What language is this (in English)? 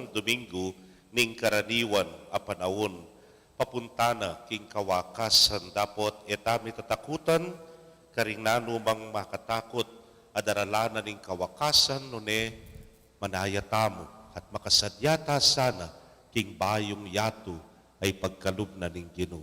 Pampanga